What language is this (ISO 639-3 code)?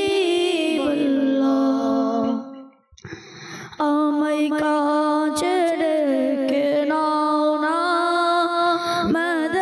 ben